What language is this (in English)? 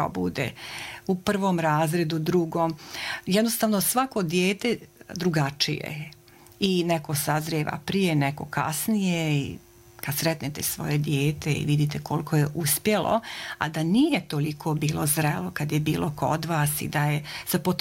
Croatian